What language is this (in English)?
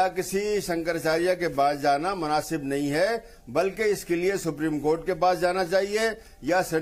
Hindi